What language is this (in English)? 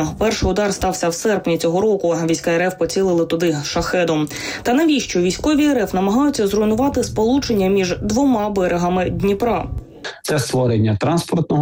Ukrainian